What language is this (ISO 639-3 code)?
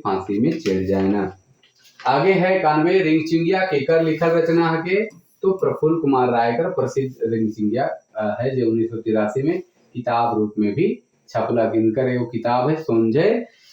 sck